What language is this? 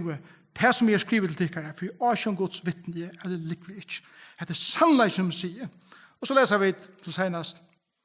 Faroese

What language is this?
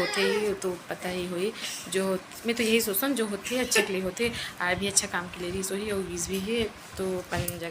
Chhattisgarhi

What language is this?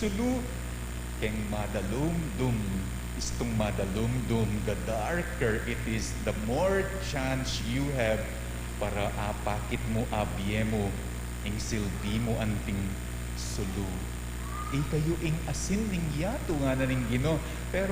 Pampanga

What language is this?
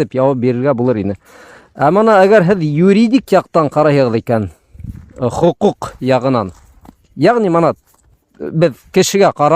Bashkir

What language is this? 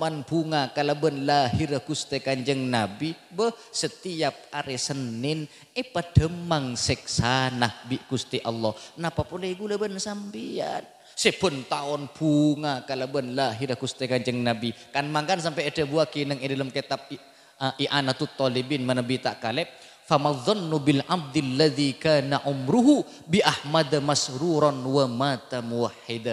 Madurese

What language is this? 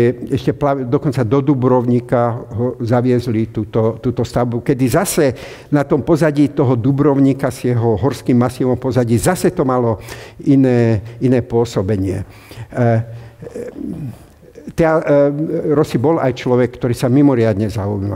Slovak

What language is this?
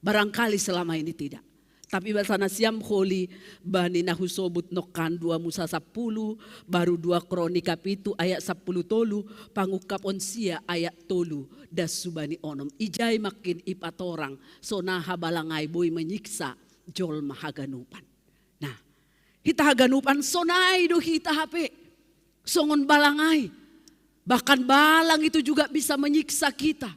Batak Simalungun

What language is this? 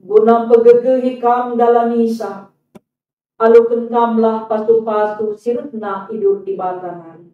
Batak Karo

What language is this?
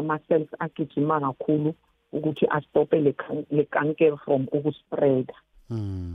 South Ndebele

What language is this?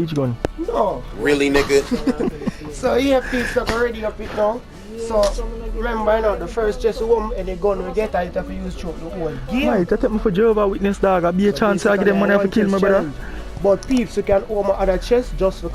Jamaican Creole English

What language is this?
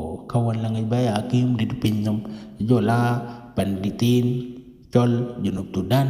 Dinka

